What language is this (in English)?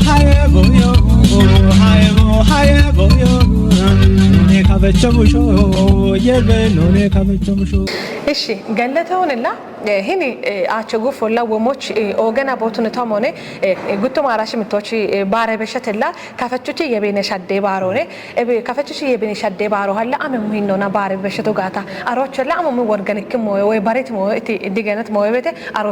Kafa